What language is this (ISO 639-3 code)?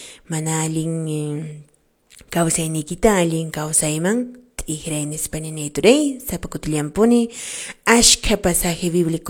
que